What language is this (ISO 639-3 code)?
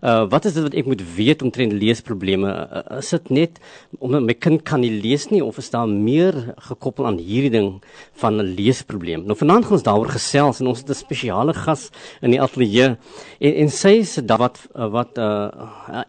afr